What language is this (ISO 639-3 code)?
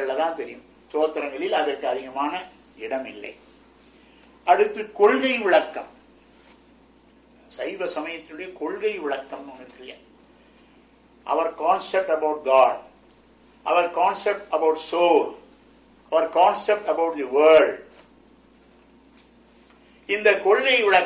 tam